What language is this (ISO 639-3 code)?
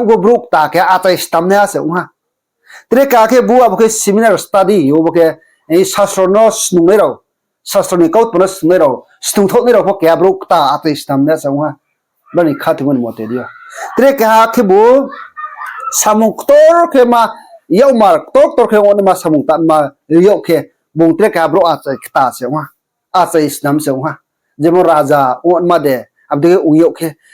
ria